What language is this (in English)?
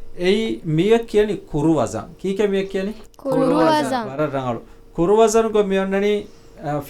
Divehi